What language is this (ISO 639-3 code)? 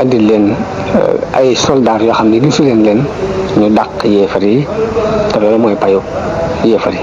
wol